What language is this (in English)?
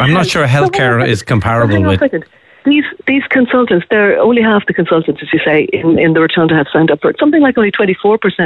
English